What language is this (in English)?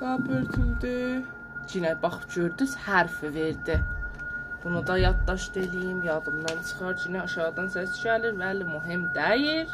South Azerbaijani